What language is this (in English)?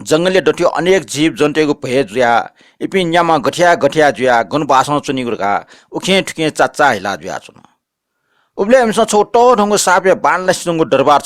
Newari